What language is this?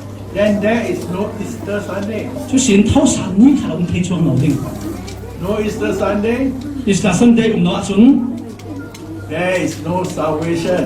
Falam Chin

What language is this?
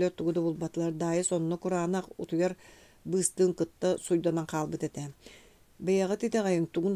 Yakut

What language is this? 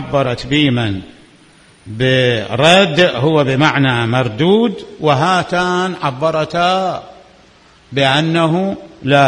Mesopotamian Arabic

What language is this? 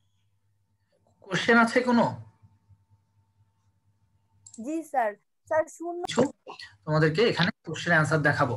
Bangla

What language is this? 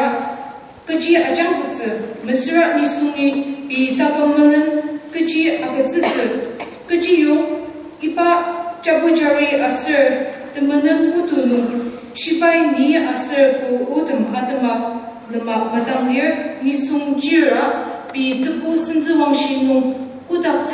Ao Naga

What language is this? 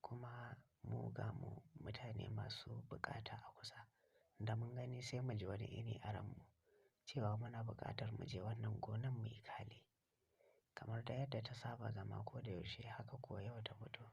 Hausa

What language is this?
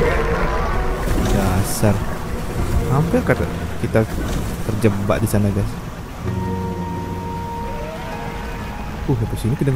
Indonesian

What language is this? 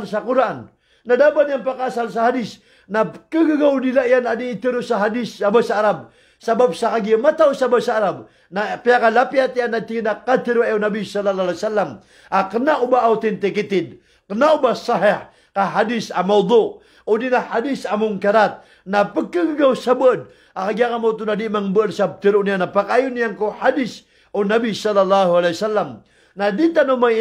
Maranao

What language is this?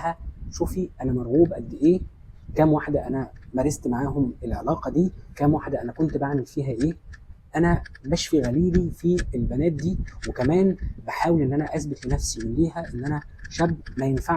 Egyptian Arabic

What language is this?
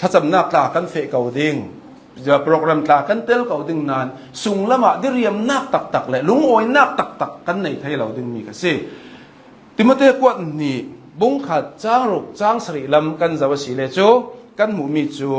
Hakha Chin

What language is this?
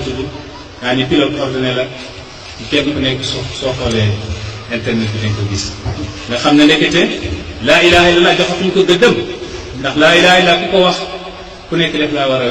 Wolof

